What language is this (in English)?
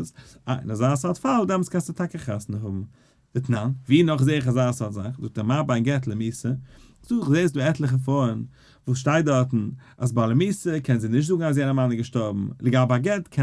Yiddish